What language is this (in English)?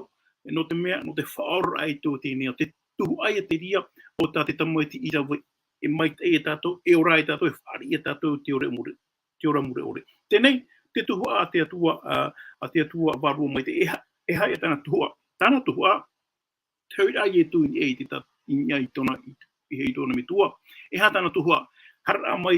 Tahitian